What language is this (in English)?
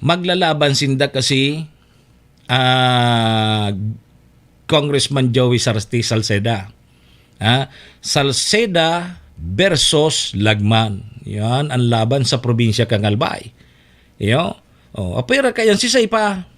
Bikol